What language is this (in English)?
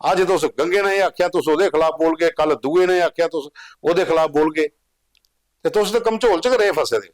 Dogri